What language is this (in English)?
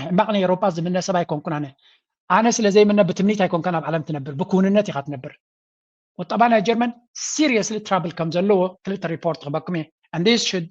Tigrinya